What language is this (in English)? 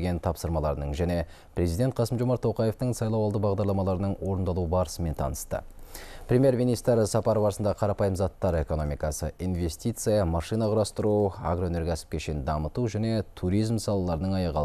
Kazakh